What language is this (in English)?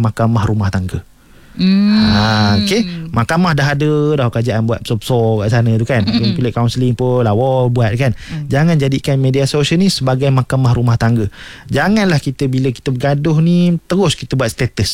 Malay